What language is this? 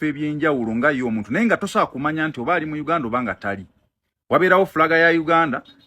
Ganda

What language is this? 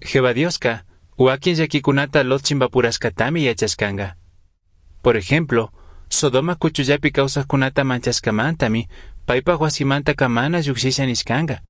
Chimborazo Highland Quichua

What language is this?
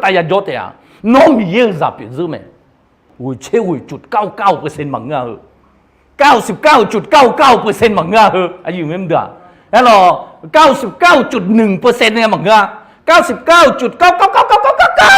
Akha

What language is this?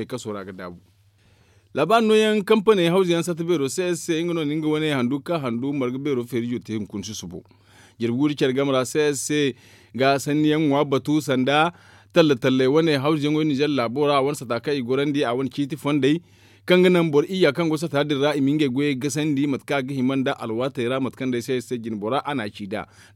Zarma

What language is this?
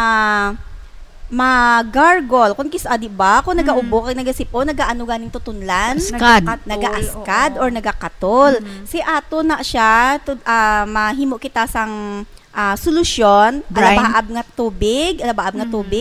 Hiligaynon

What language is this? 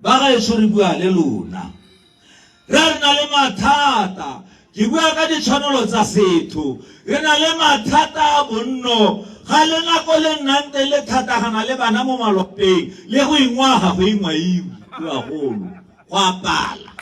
Tswana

